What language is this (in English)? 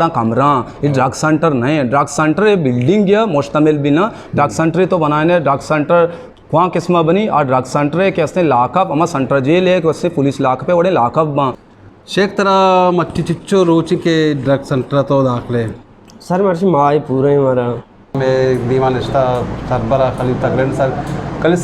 Eastern Balochi